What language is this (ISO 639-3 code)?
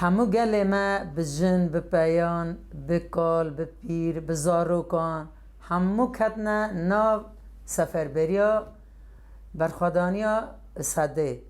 kur